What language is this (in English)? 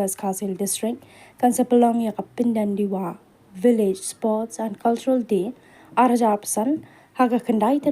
Khasi